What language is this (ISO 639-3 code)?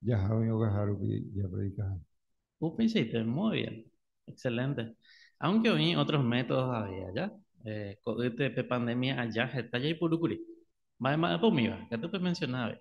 grn